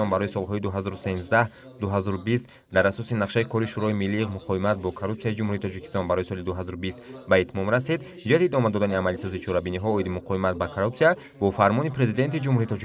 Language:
Tajik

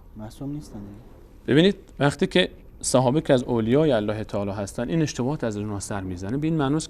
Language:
Persian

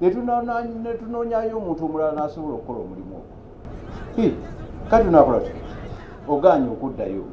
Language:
Ganda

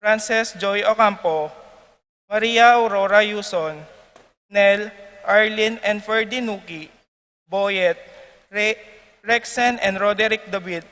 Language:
Pampanga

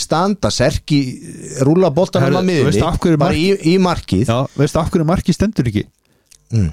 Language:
Icelandic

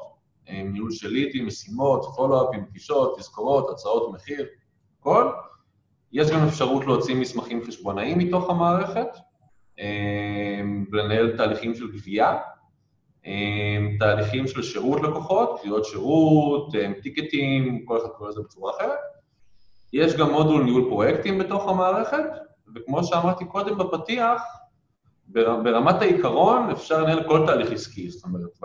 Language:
Hebrew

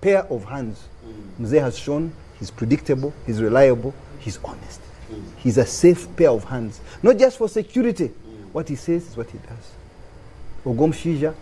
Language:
Nyankole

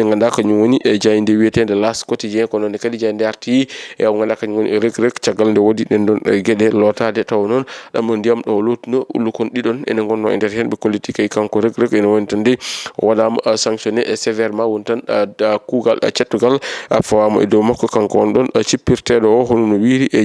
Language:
Fula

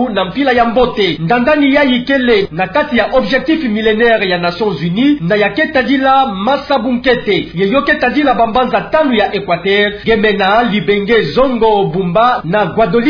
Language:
Kituba (Democratic Republic of Congo)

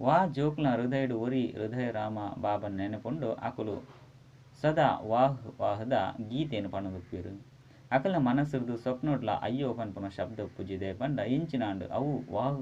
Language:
Tulu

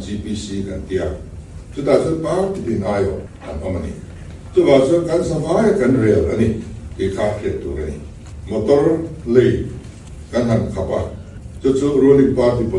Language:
Mizo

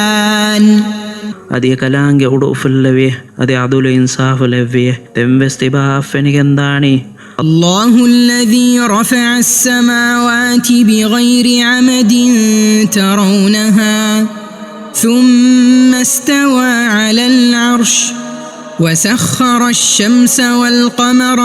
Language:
Divehi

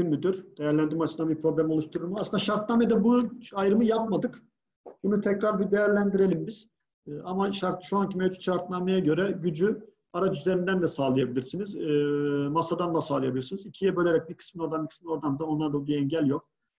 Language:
Turkish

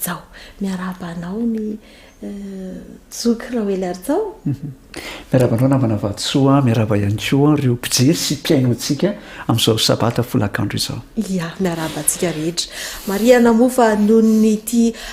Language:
Malagasy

